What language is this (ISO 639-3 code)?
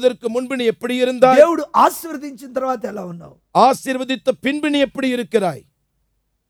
tam